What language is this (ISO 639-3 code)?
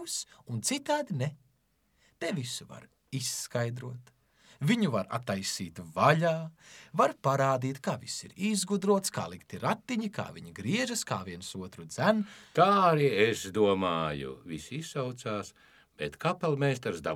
lav